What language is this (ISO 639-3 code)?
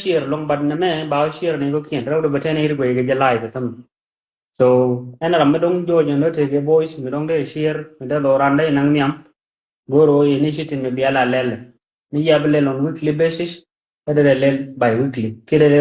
nus